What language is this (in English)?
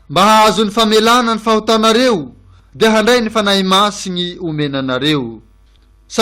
Malagasy